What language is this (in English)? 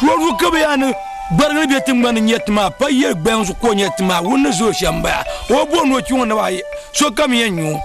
Dagbani